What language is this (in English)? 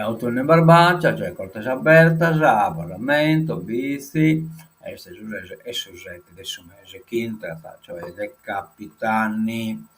Sardinian